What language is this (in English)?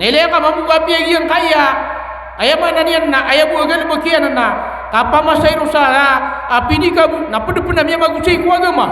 Maranao